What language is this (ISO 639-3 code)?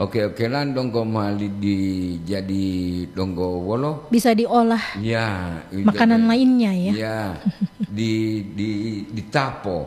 gor